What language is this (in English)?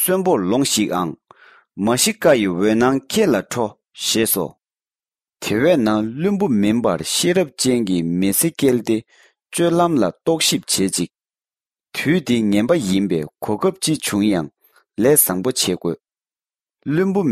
Tibetan